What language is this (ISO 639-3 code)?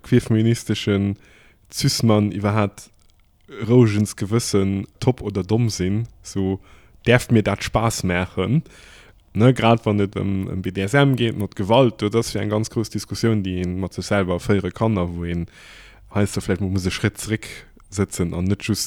ltz